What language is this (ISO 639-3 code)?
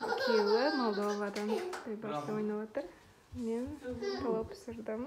kaa